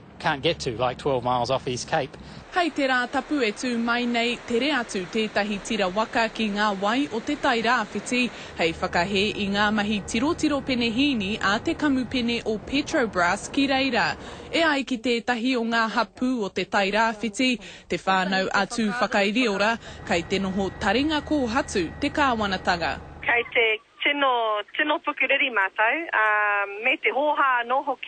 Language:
Māori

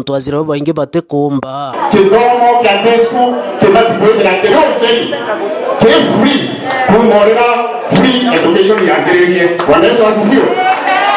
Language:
Meru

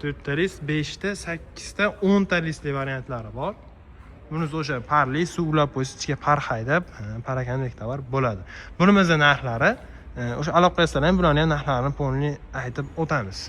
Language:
Uzbek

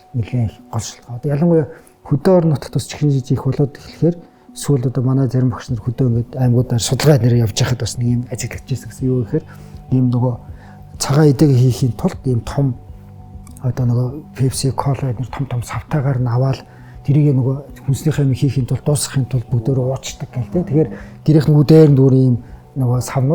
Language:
Mongolian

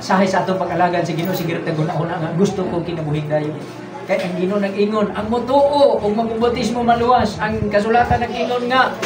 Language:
Cebuano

